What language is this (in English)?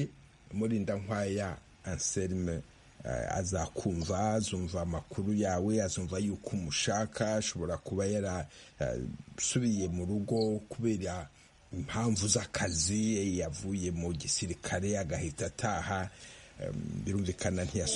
Kinyarwanda